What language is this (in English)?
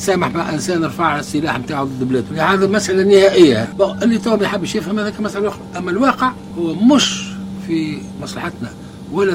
Tunisian Arabic